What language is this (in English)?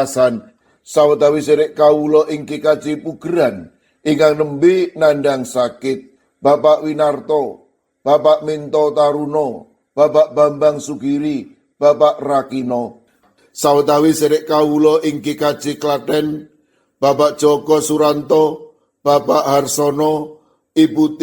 Javanese